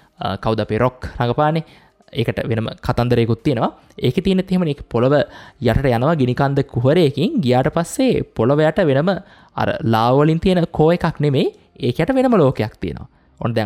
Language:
Sinhala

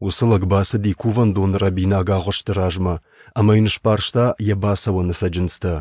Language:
Ossetic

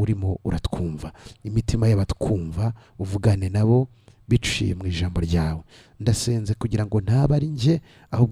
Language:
Kinyarwanda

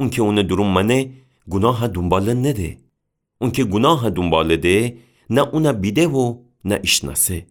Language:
Gilaki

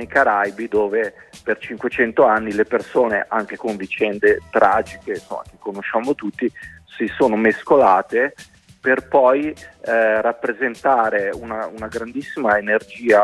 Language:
Italian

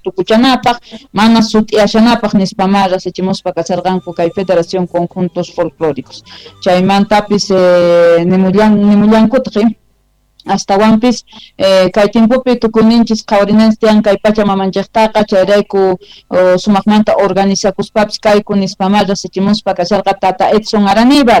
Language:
Quechua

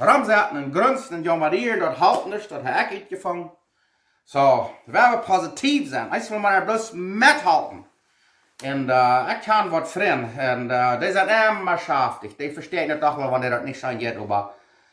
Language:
Plautdietsch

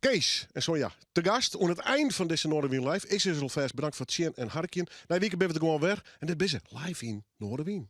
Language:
Western Frisian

